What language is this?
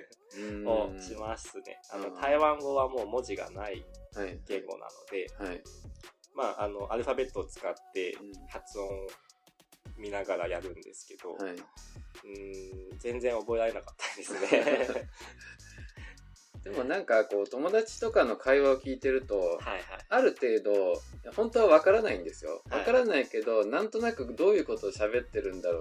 Japanese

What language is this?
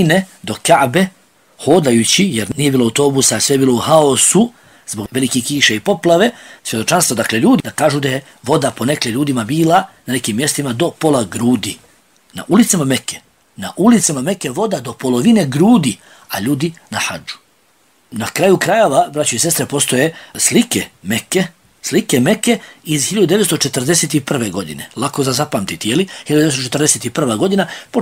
Bosnian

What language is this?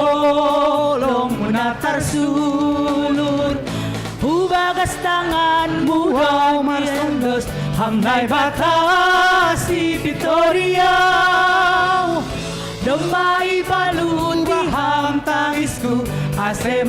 Batak Simalungun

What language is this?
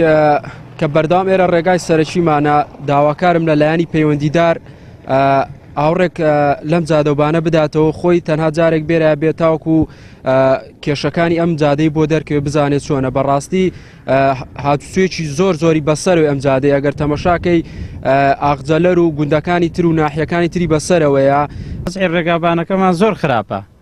Central Kurdish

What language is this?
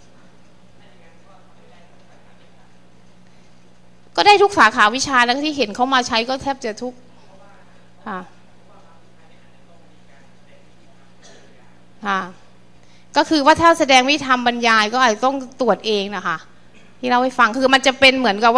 Thai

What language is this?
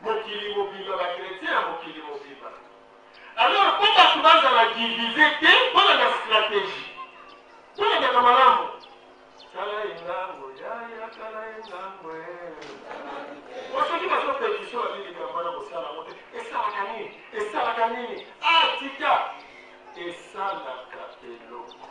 Lingala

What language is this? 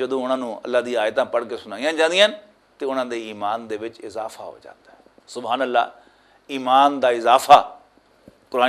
Western Panjabi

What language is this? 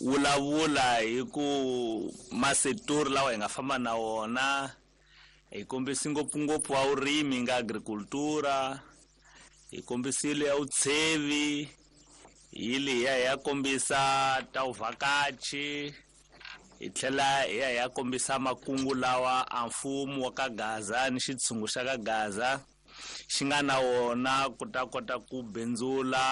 Tsonga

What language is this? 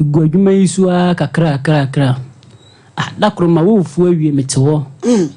Akan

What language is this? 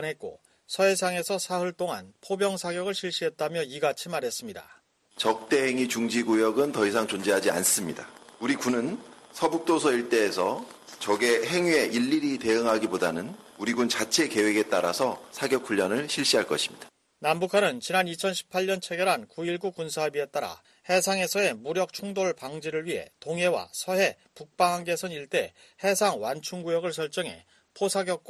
Korean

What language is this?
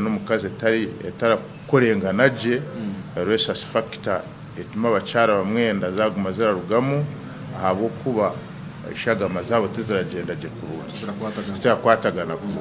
Nyankole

